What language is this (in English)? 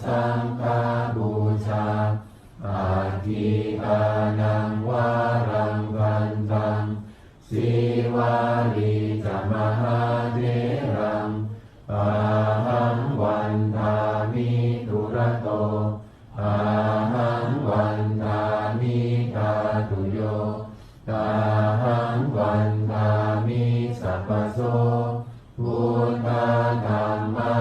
Pali